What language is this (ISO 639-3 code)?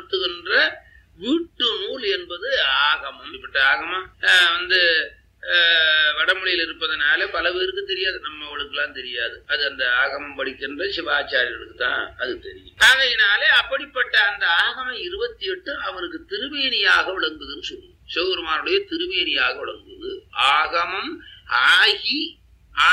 tam